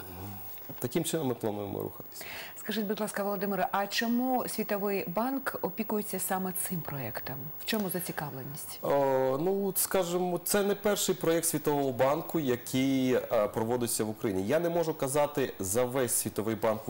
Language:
Ukrainian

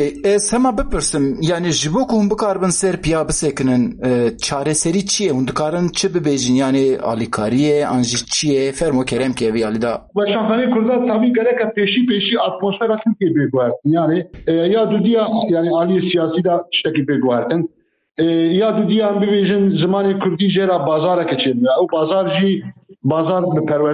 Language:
Kurdish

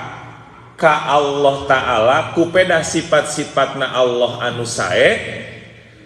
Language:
Sundanese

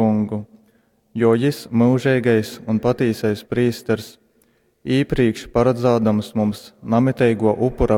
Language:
Latgalian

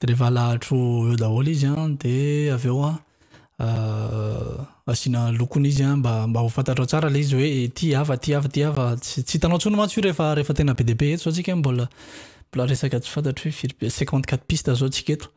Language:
Malagasy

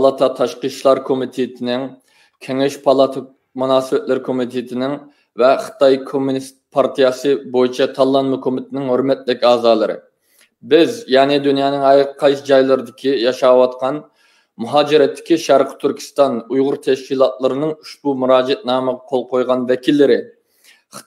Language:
Uyghur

